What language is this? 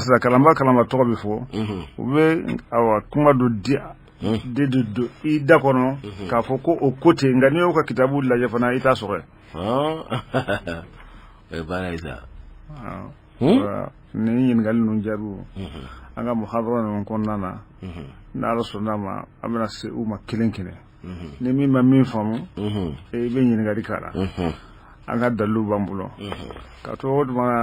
Bambara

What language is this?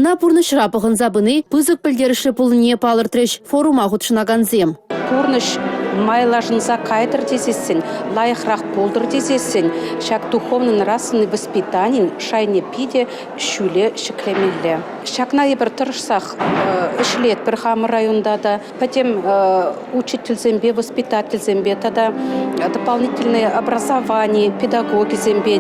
Chuvash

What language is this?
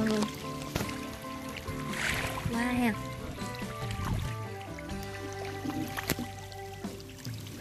Vietnamese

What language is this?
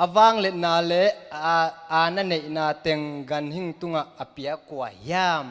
Tedim Chin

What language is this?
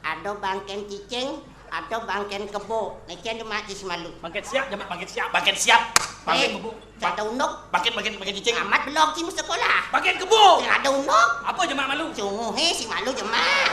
Balinese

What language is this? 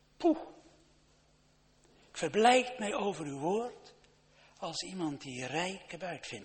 Dutch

